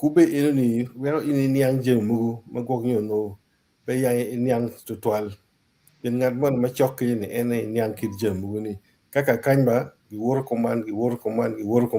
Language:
Acoli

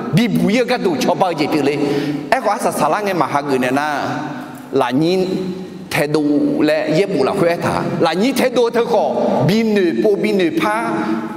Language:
Akha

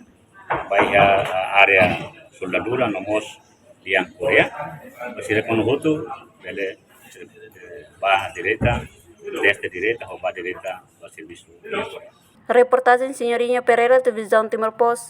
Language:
Tetum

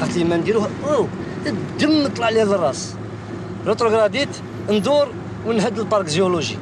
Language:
Algerian Arabic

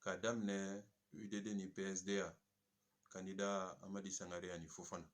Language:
Bambara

